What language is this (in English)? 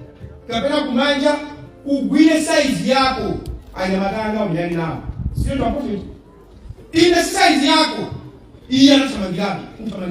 Nyanja